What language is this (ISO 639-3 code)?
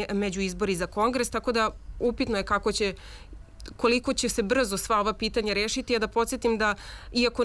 srp